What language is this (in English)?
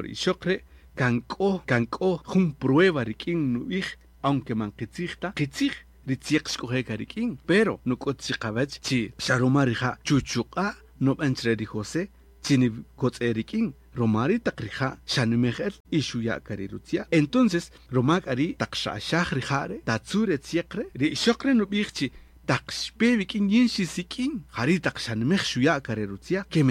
Kaqchikel